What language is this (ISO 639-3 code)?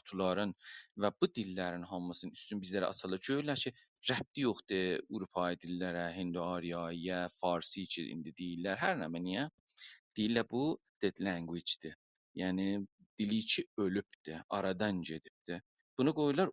azb